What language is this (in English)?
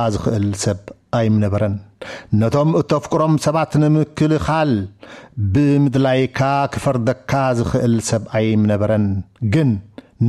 Tigrinya